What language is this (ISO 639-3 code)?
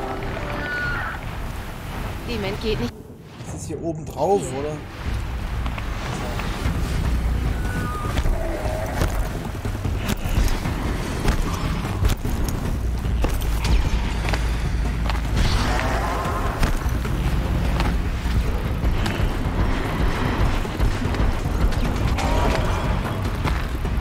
deu